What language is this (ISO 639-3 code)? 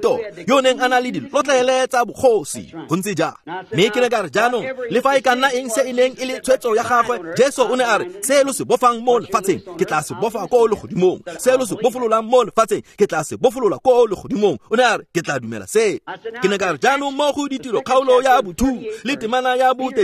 tsn